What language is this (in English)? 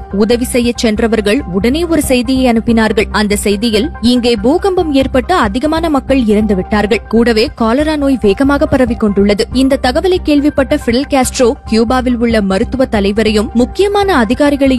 Tamil